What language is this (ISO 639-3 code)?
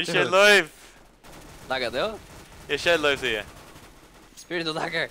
fao